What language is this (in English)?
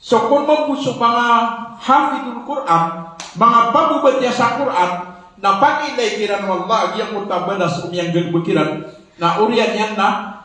Maranao